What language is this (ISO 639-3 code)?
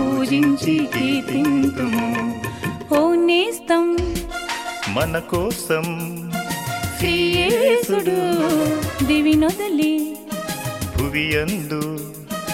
tel